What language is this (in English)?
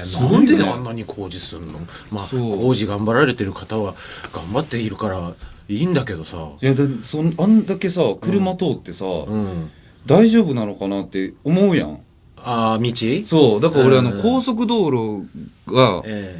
Japanese